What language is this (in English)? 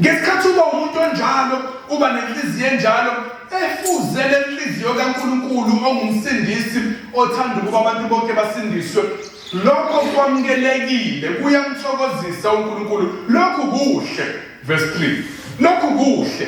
Zulu